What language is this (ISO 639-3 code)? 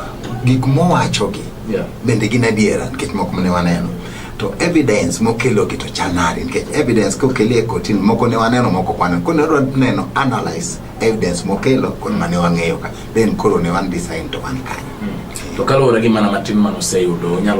luo